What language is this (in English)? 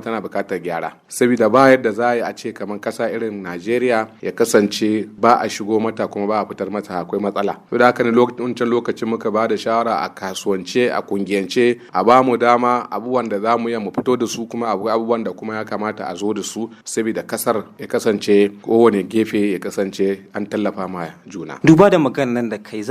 Hausa